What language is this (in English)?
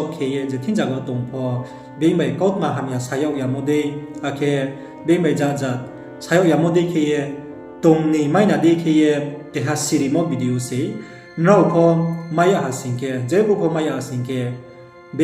Riang (India)